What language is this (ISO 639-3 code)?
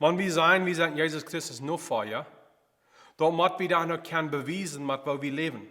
pdt